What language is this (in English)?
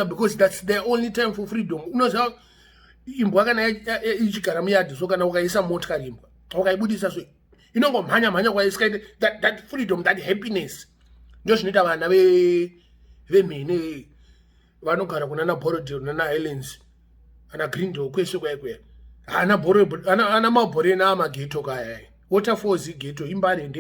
Shona